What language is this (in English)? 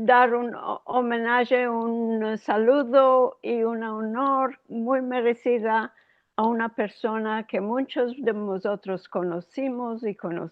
Ladino